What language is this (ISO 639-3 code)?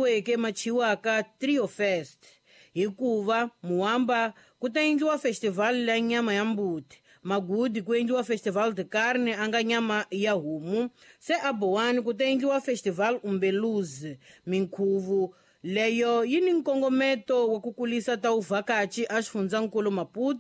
tso